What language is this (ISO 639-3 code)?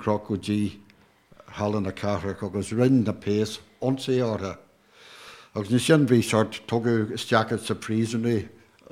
gle